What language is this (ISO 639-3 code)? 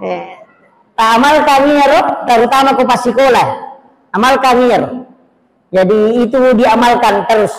bug